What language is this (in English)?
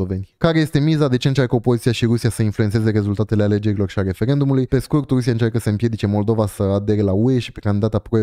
Romanian